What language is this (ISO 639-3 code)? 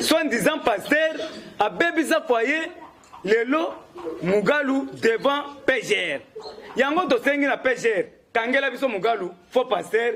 lin